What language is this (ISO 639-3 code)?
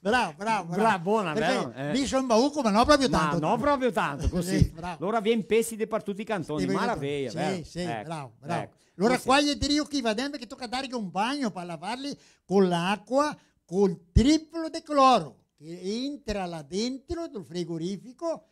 vec